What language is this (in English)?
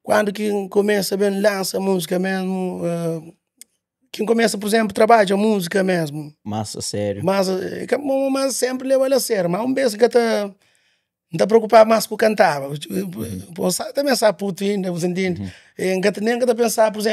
Kabuverdianu